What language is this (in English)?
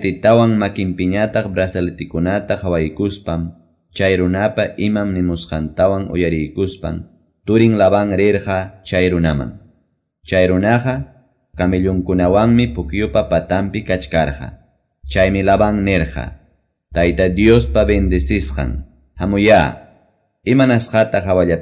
Quechua